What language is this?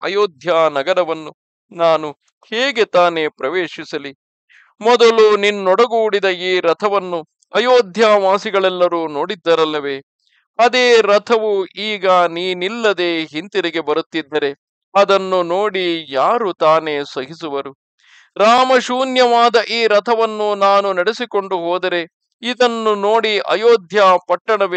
Kannada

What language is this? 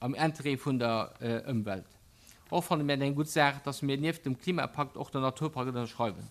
Luxembourgish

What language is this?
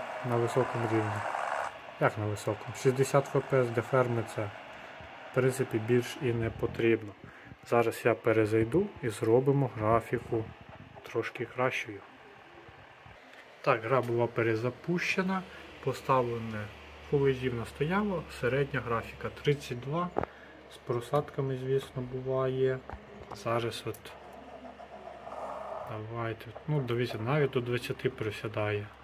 Ukrainian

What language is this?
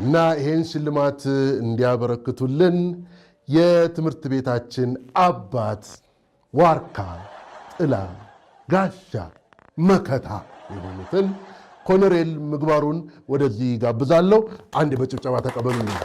Amharic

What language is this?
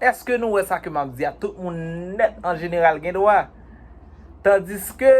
Haitian Creole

